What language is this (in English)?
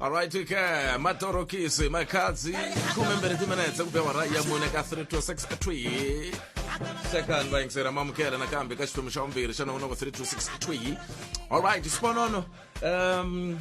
Tsonga